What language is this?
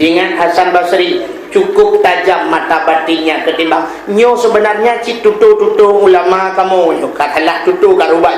Achinese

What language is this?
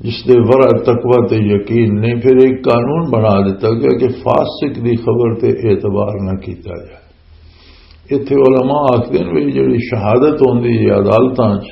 Western Panjabi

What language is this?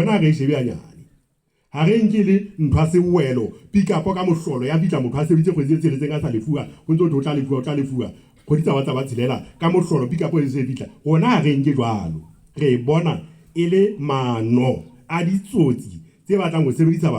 Southern Sotho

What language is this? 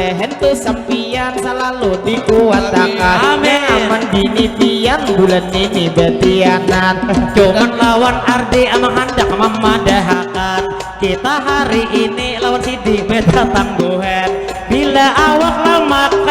Banjar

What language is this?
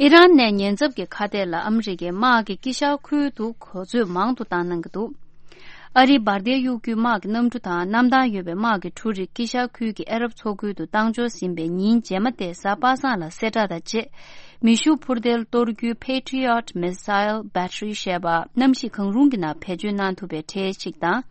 Tibetan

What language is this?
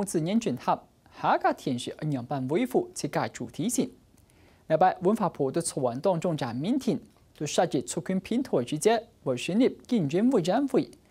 Hakka Chinese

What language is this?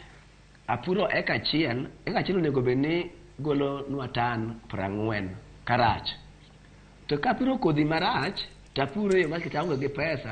Luo (Kenya and Tanzania)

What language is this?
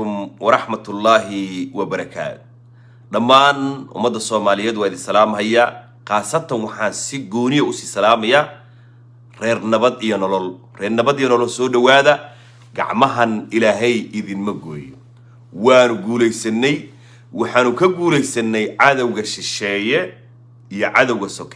Somali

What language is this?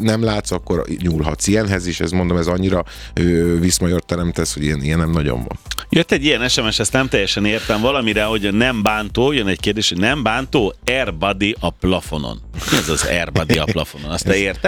Hungarian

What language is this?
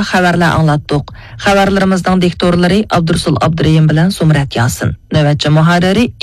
Uyghur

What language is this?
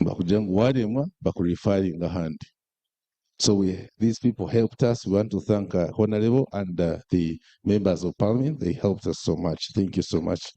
Nyankole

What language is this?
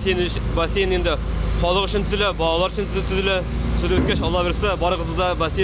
Tatar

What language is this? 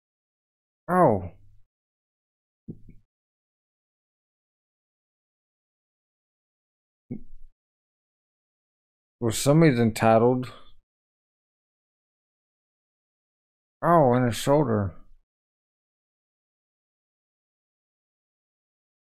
English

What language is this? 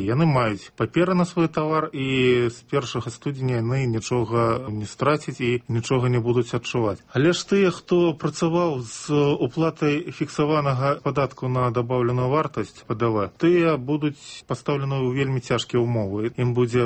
Belarusian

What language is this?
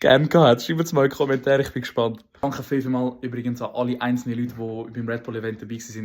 Swiss German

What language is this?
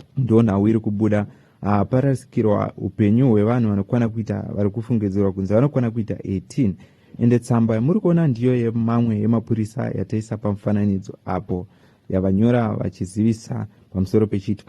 Shona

